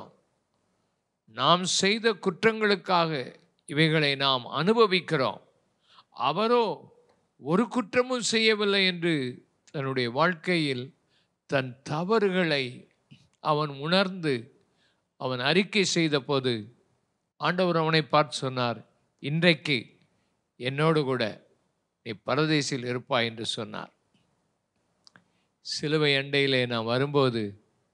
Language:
Tamil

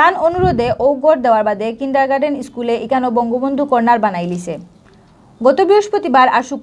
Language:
Sylheti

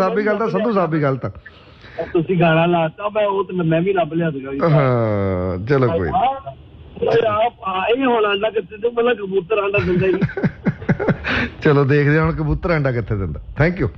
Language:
Punjabi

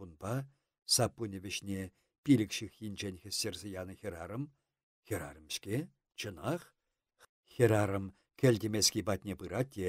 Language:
Chuvash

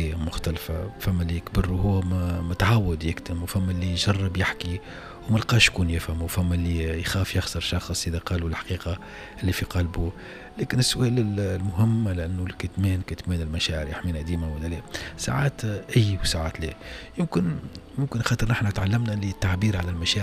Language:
Tunisian Arabic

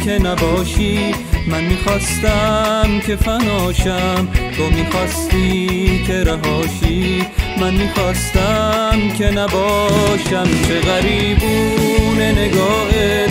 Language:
Persian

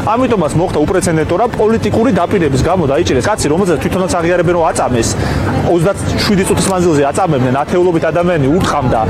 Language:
Georgian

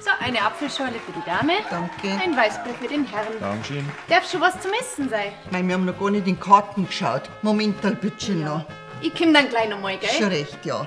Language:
Bavarian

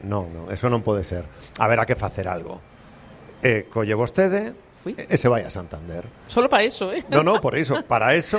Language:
Galician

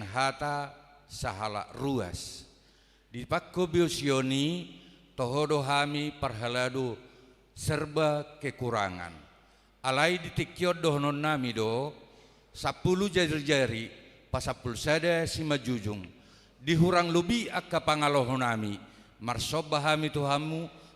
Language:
Batak Toba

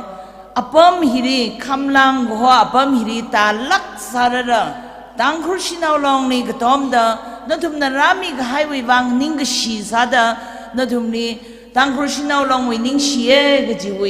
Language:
Tangkhul Naga (India)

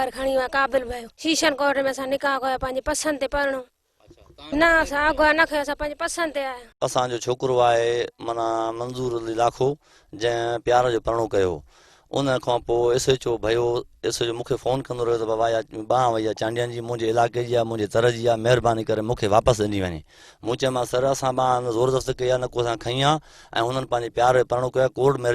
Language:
Sindhi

